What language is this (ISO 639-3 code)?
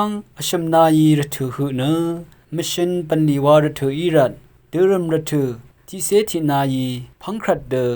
raw